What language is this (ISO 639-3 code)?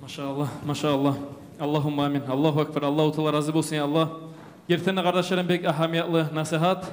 kum